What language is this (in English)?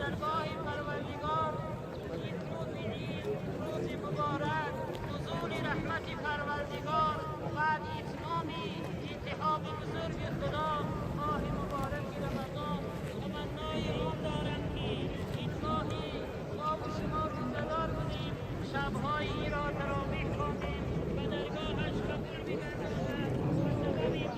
Tajik